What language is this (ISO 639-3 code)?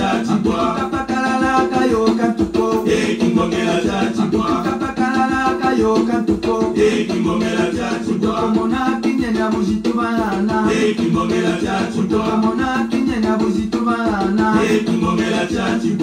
swa